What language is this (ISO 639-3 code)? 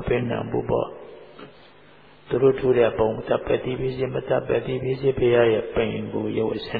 mya